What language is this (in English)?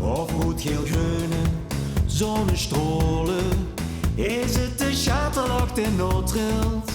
Limburgish